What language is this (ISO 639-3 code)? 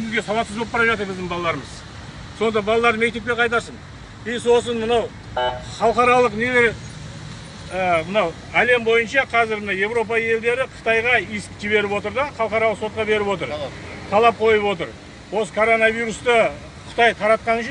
kaz